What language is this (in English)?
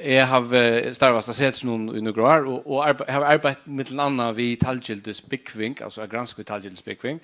Faroese